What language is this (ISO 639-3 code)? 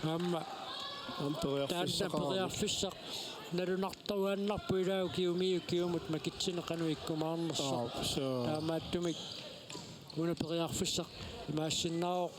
kal